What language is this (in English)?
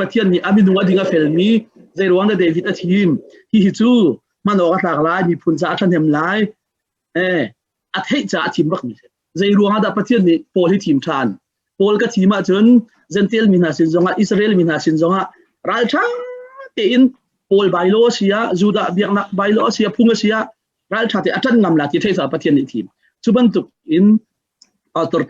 Hakha Chin